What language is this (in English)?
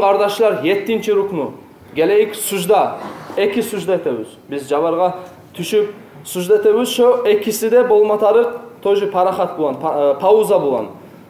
Kumyk